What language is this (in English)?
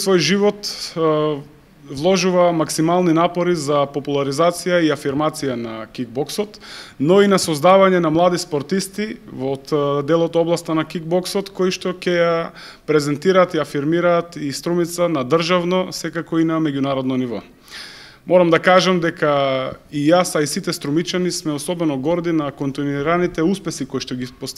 Macedonian